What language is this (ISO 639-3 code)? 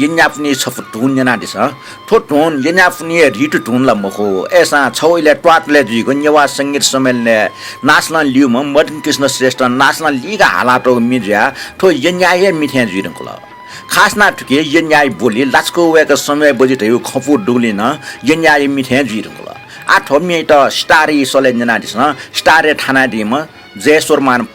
new